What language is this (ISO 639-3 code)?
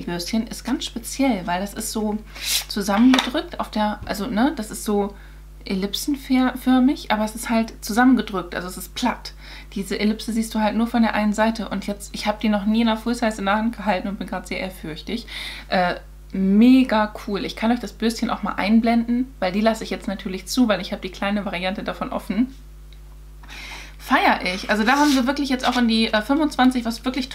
deu